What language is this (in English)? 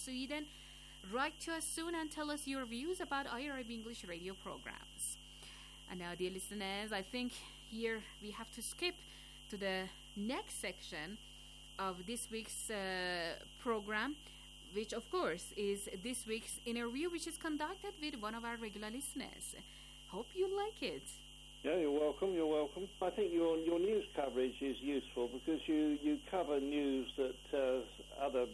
English